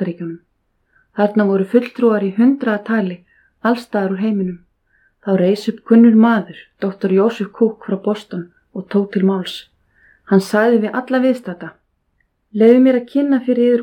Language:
Icelandic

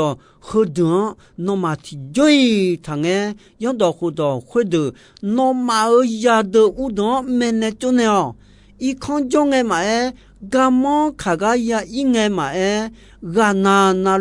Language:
Akha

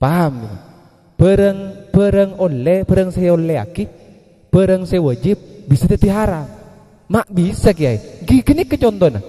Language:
Madurese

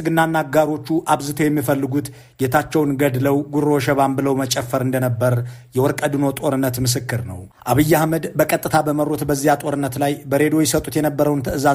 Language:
Amharic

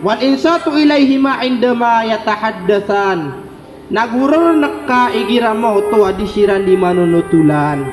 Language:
Maranao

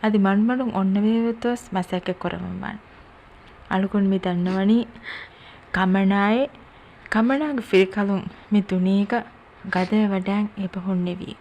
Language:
Divehi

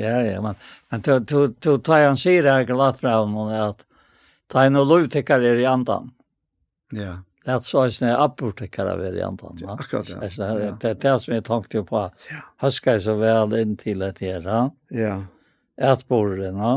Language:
Faroese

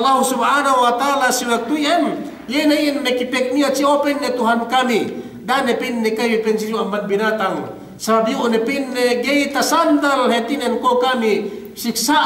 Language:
Yakan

